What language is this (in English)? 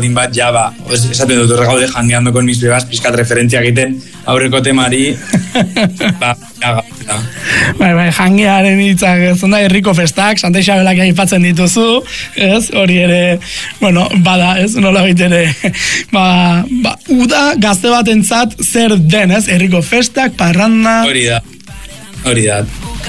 Basque